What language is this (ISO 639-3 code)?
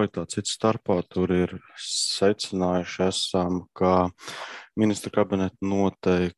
lav